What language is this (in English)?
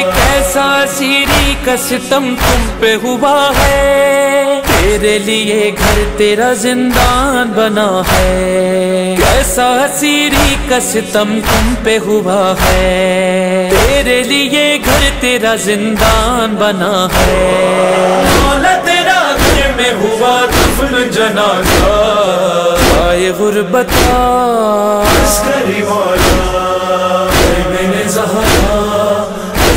Urdu